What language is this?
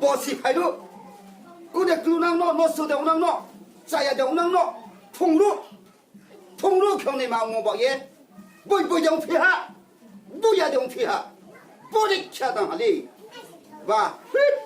Riang (India)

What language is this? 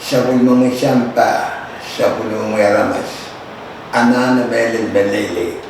Pohnpeian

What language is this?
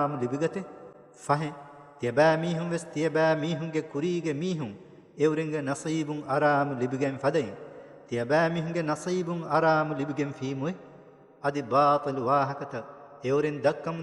Divehi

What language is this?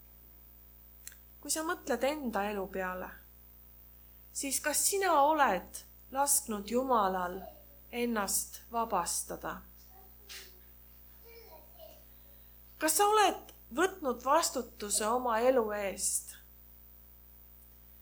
Estonian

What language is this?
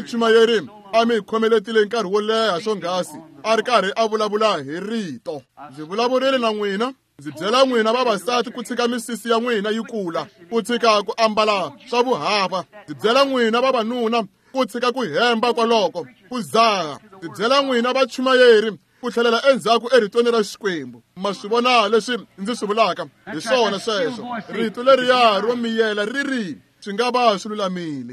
Tsonga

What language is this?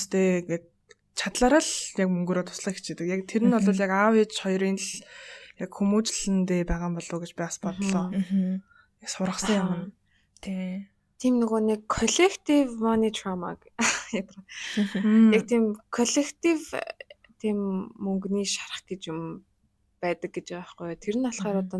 Mongolian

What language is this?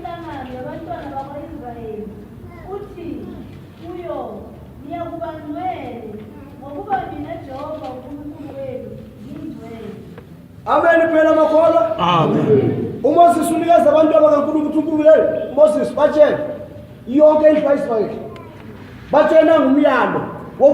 Zulu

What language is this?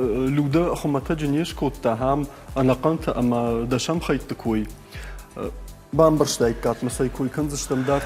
Ossetic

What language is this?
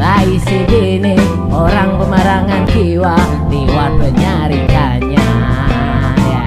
Banjar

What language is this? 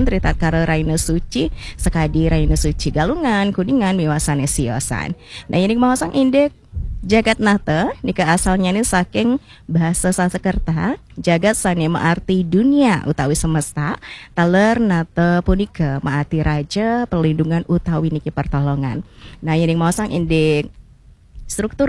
Balinese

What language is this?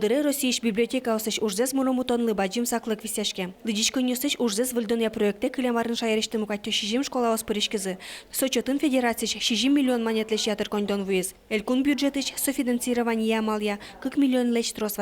Udmurt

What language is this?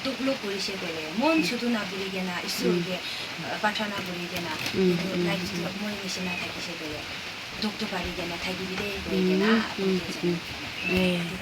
Naga Pidgin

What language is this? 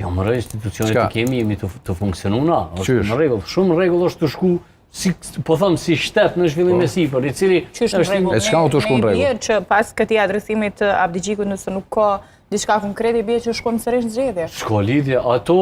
Albanian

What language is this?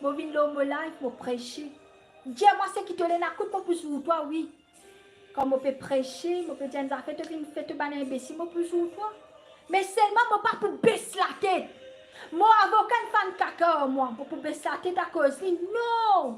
Morisyen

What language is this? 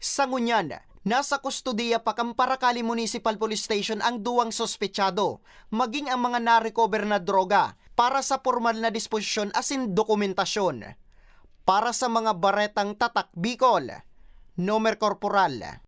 Bikol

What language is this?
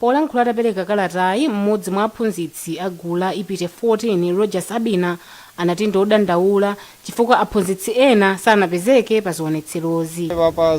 Nyanja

